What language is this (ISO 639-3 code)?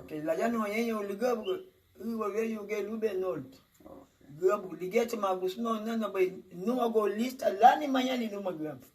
cab